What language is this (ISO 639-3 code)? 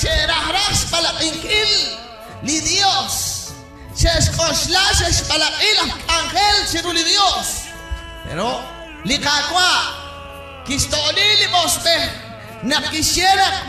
kek